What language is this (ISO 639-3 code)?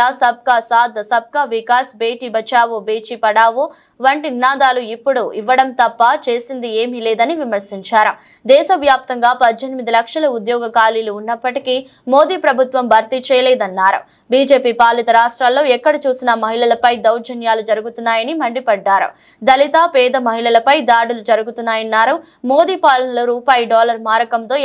tel